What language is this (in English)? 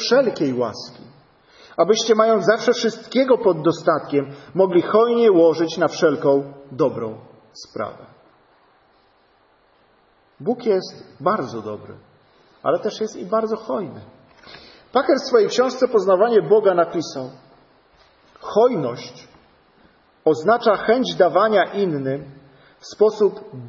Polish